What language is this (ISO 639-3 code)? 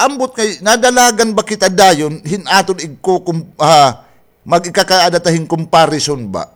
war